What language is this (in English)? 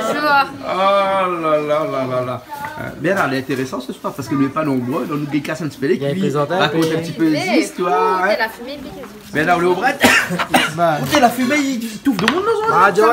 Réunion Creole French